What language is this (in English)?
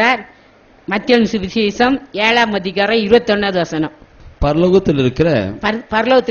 Tamil